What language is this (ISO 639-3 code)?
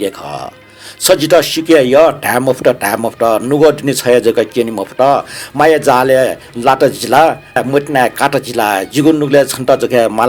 new